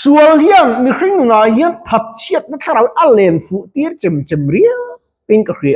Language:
Mizo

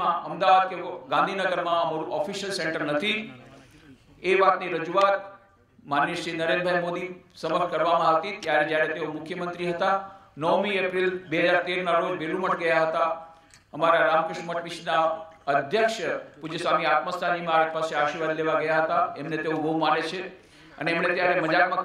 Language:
Gujarati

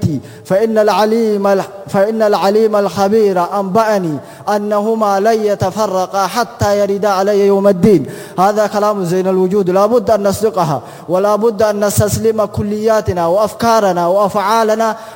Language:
Arabic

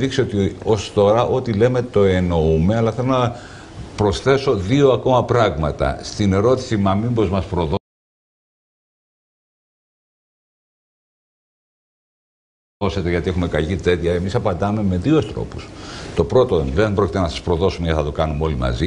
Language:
Greek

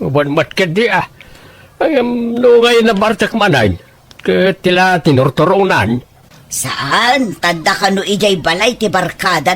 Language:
Iloko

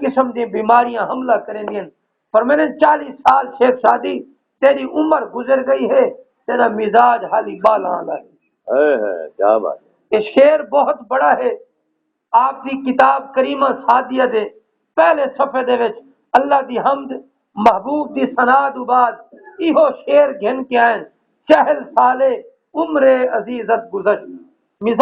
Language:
Saraiki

